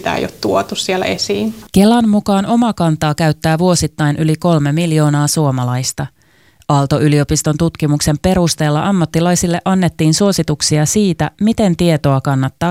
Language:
Finnish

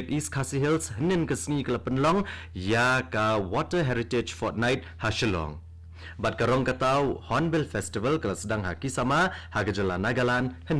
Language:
Khasi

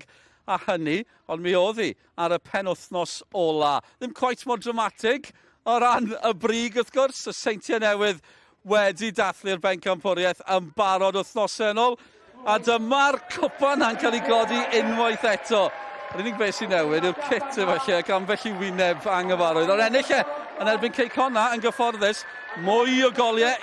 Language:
Welsh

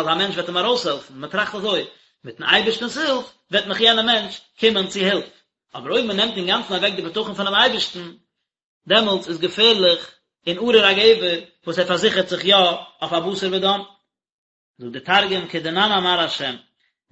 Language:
Yiddish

